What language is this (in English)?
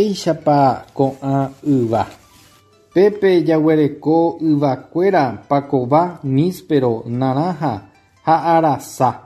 Guarani